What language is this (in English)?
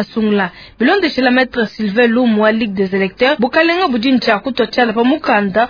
Luba-Lulua